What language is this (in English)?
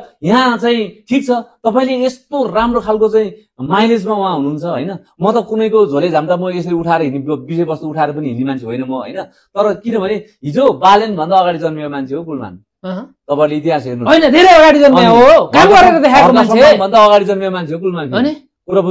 Nepali